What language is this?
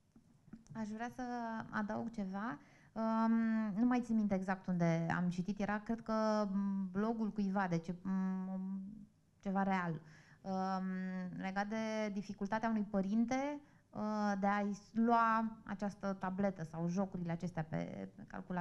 Romanian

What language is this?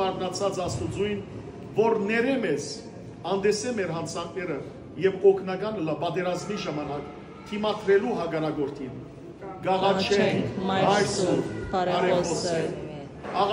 Western Armenian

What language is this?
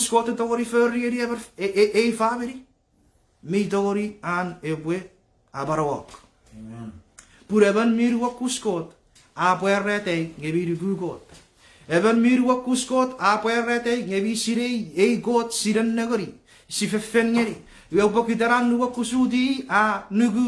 Chuukese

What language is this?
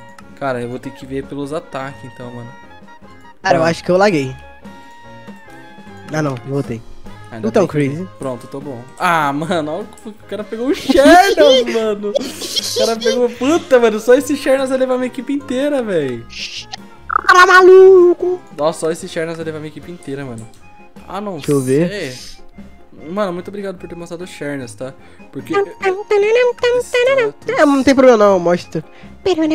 Portuguese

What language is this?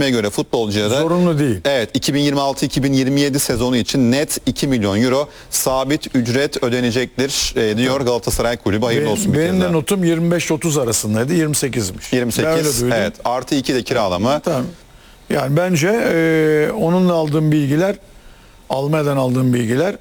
Turkish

